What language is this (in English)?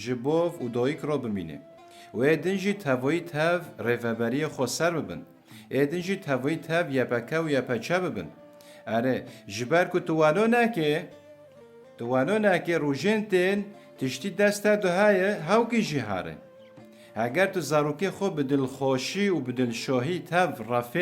Kurdish